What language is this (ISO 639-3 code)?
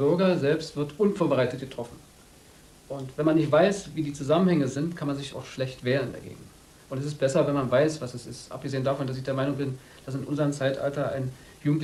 deu